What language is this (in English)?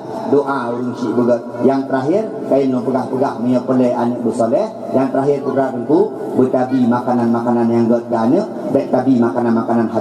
Achinese